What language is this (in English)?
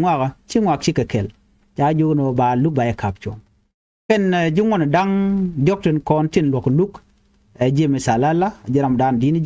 Nuer